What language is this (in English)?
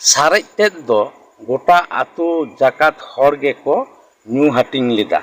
Santali